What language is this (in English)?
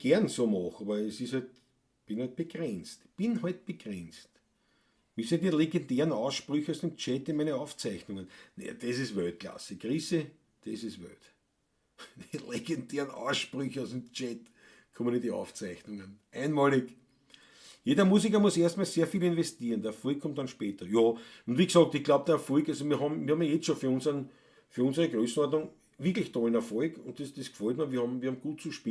Bavarian